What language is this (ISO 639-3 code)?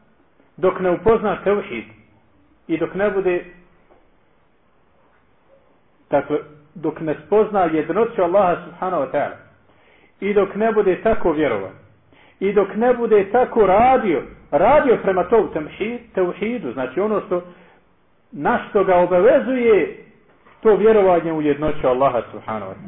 bos